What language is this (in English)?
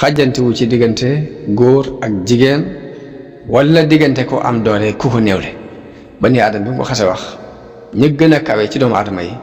Wolof